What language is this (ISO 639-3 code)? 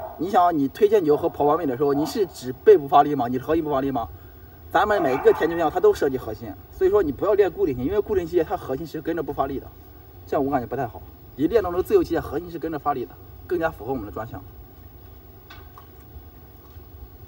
zho